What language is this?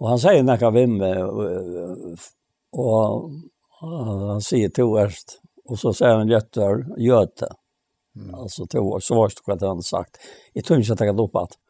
Faroese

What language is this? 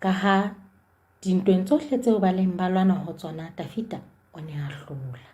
Southern Sotho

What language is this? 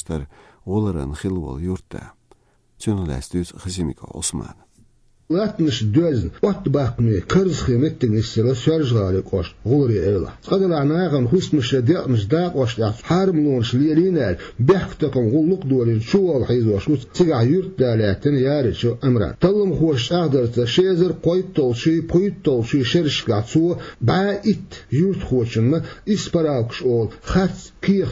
Chechen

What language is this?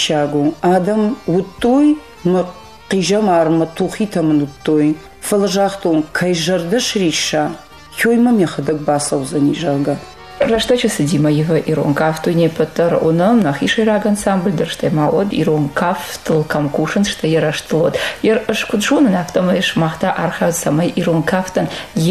Ossetic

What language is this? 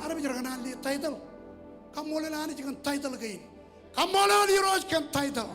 Marshallese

